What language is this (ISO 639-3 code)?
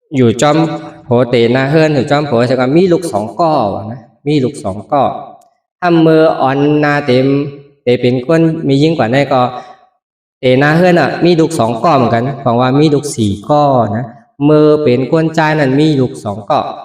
shn